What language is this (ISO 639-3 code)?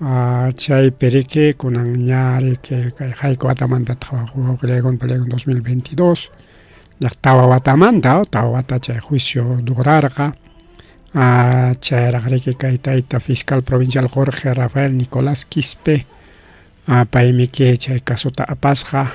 quy